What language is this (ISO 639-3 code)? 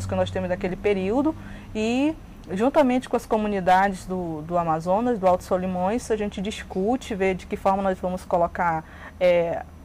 por